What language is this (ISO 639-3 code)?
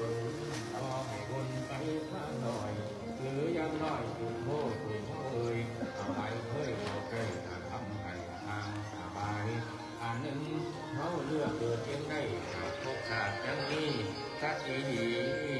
tts